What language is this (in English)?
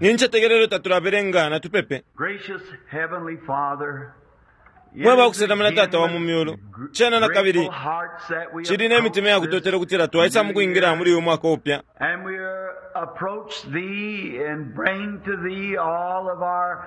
Bemba